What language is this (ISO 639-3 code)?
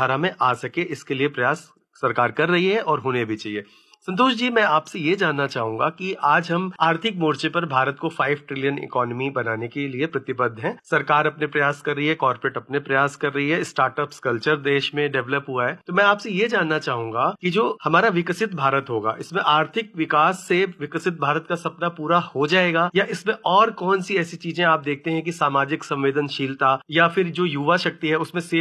hin